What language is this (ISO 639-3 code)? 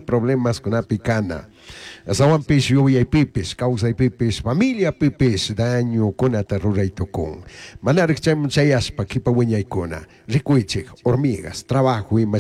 qug